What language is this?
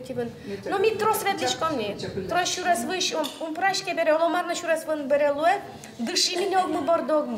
Udmurt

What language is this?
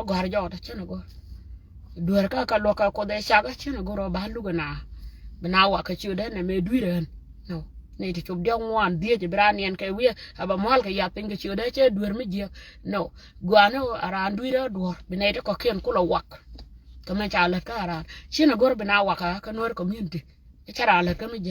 Nuer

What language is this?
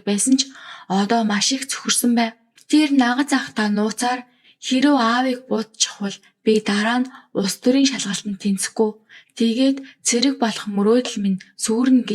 Mongolian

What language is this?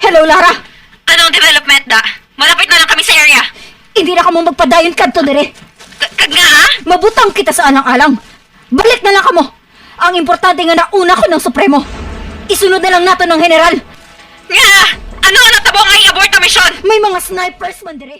Hiligaynon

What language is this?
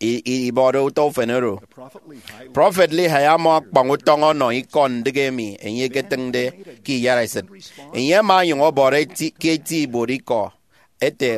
Efik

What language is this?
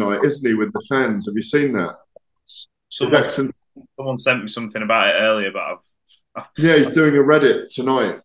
English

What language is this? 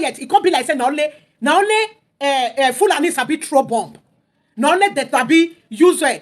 Nigerian Pidgin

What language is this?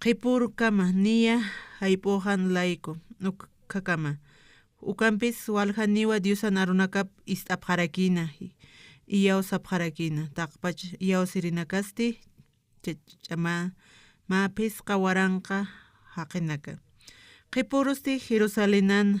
Aymara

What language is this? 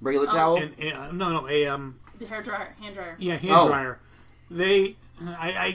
English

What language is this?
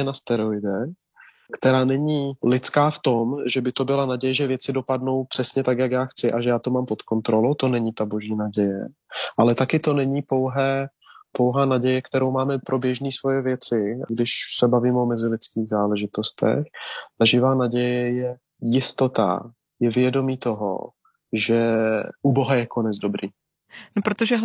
Czech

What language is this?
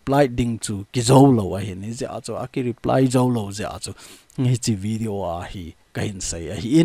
Thado Chin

